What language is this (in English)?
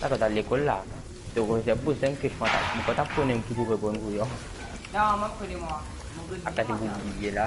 Morisyen